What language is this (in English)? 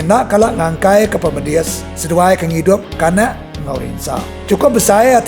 Iban